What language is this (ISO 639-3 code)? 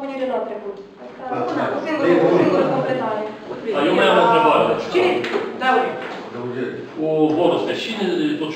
ron